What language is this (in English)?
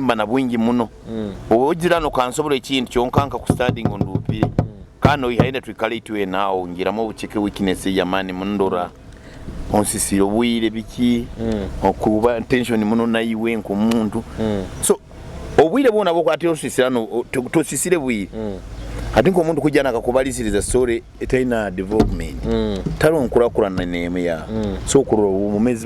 Nyoro